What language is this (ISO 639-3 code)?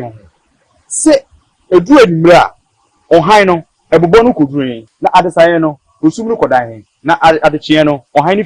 aka